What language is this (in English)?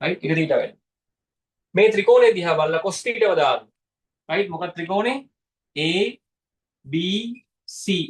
Sinhala